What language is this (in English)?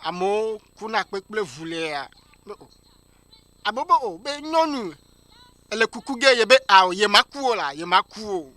Ewe